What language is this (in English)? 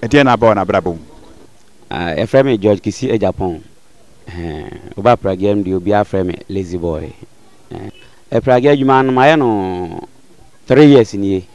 Akan